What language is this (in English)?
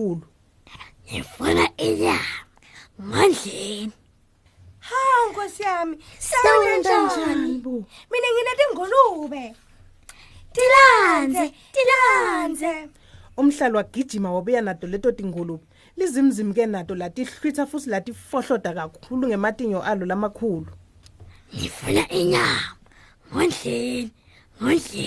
Swati